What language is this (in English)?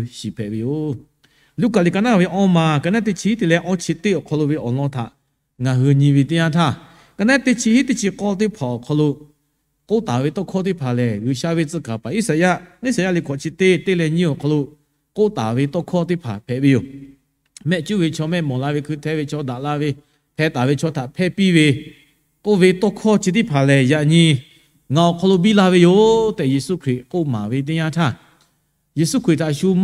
Lahu